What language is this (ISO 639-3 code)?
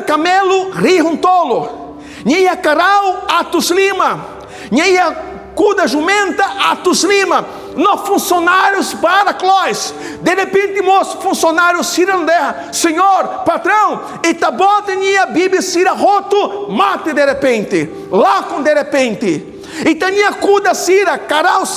tet